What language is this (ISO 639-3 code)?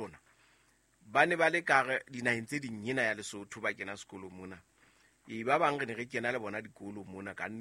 sot